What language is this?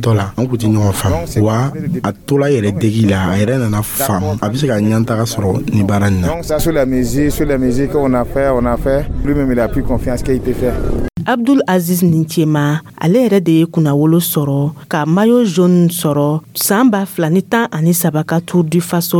Dyula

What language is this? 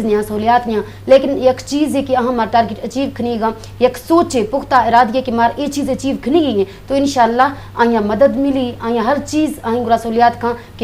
Eastern Balochi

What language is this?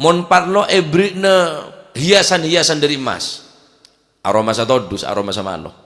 Madurese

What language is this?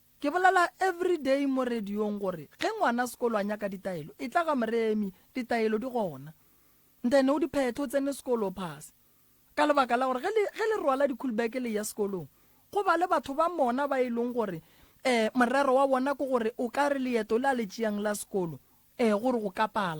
Northern Sotho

